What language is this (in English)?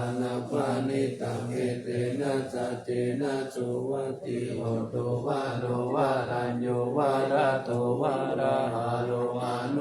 Pali